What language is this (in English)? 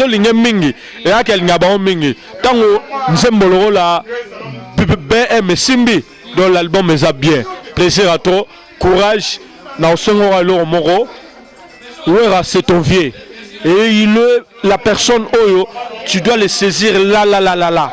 Lingala